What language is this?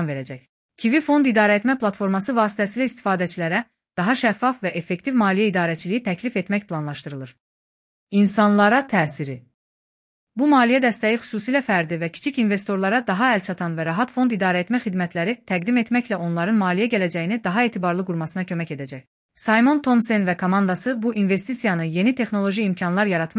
Azerbaijani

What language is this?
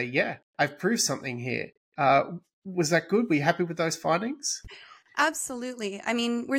English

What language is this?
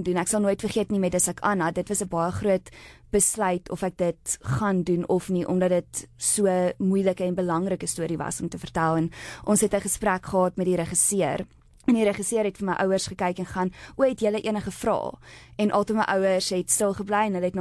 Afrikaans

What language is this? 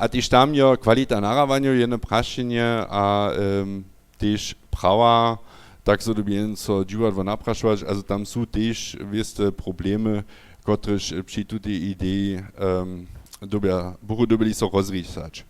Upper Sorbian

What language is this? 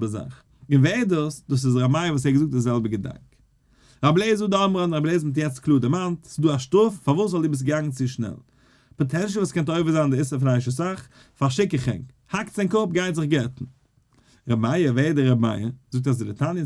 Yiddish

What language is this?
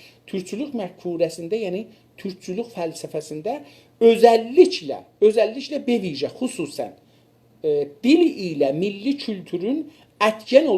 South Azerbaijani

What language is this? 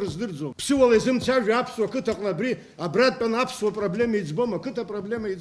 Abkhazian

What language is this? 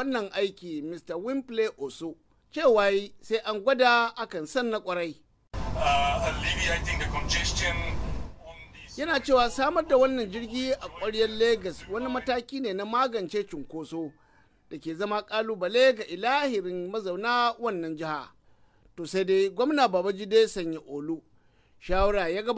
Hausa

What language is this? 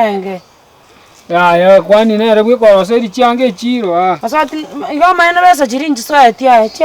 Gusii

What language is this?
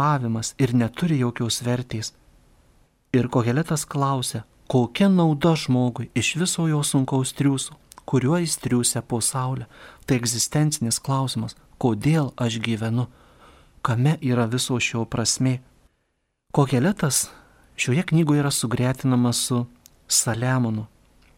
Lithuanian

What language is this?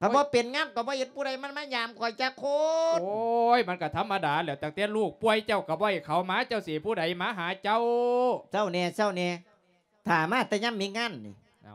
Lao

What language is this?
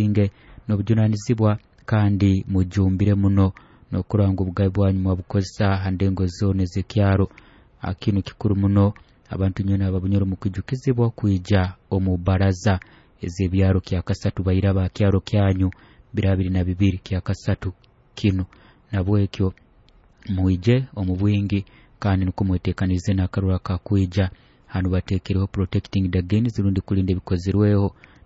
Nyoro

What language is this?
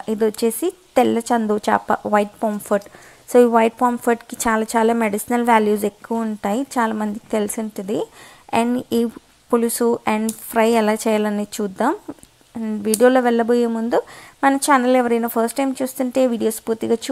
Telugu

